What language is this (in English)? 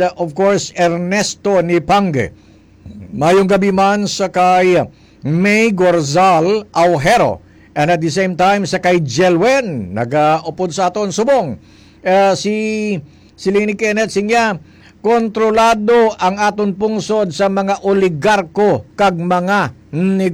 Hiligaynon